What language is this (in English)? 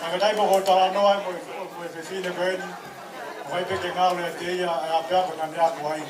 Tongan